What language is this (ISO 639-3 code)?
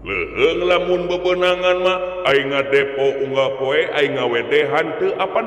sun